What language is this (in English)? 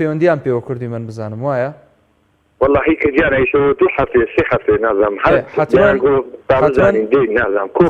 Central Kurdish